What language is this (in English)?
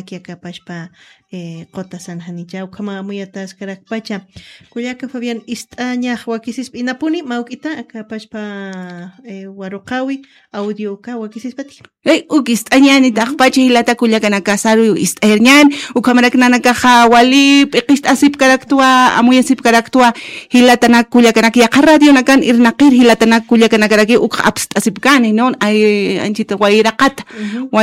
Aymara